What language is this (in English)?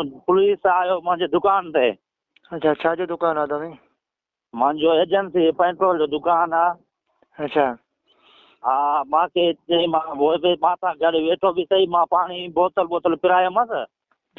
Sindhi